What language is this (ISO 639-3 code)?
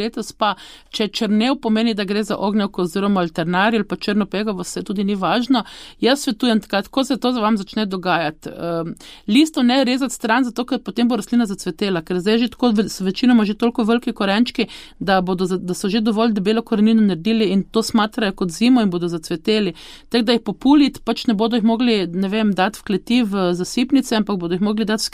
slv